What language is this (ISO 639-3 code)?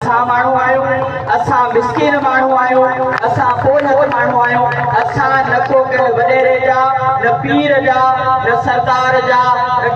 snd